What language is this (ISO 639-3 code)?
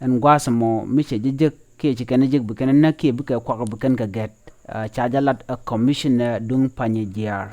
nus